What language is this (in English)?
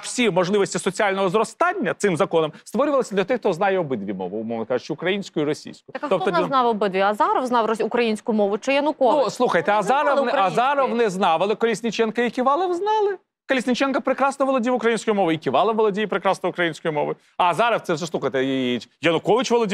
Ukrainian